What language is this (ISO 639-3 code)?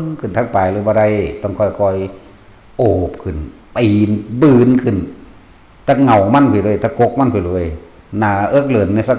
tts